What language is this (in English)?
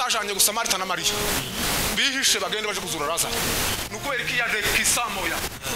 Kinyarwanda